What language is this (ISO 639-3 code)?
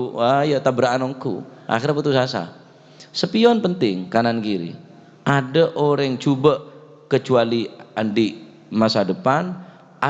mad